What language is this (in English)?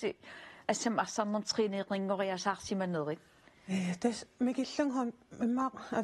Kalaallisut